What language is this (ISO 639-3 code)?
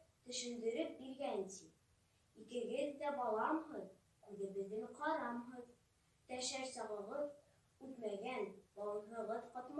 bak